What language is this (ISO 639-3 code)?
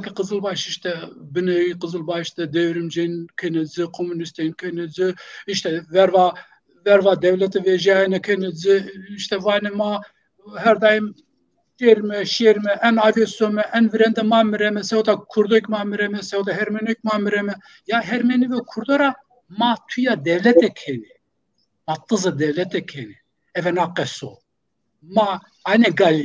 zza